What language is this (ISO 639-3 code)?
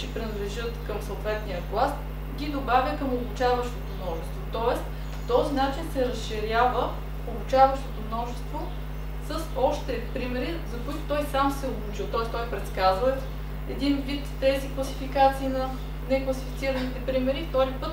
bul